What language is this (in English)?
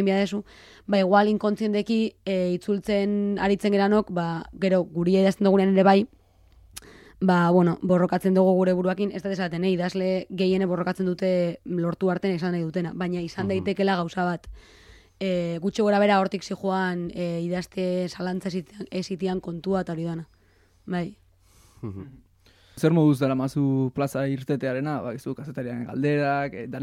Basque